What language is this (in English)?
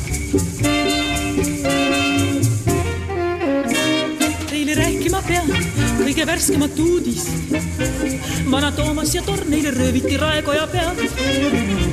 Estonian